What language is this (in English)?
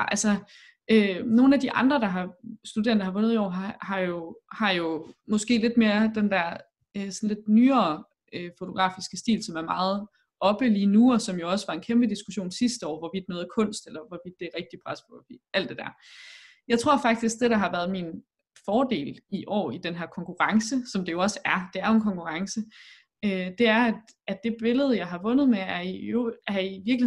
Danish